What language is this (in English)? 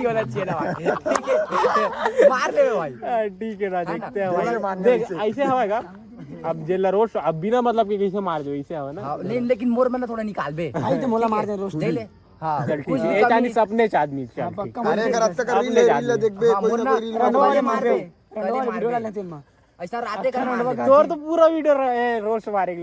Chhattisgarhi